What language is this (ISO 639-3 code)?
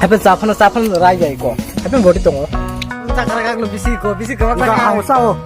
trp